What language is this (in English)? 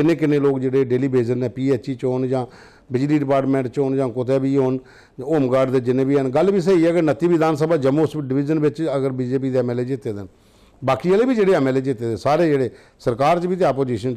Dogri